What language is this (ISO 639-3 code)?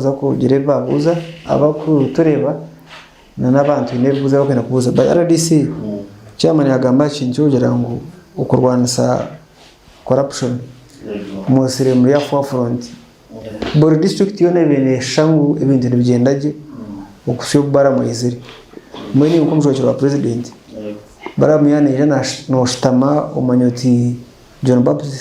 nyn